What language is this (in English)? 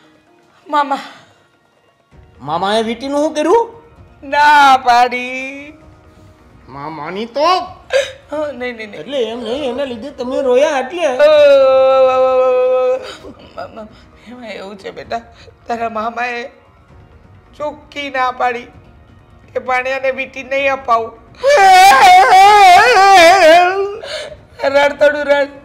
Gujarati